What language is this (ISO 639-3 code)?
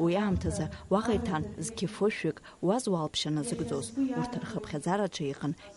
abk